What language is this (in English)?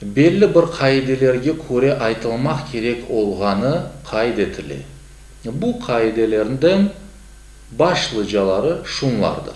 Crimean Tatar